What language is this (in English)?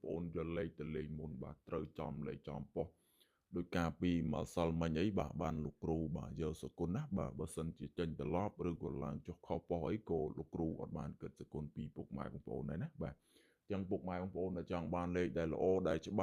Khmer